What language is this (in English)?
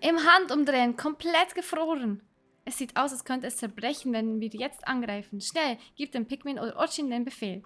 Swiss German